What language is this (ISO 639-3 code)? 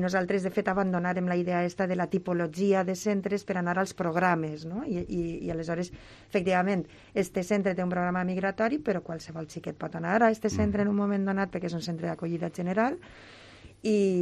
cat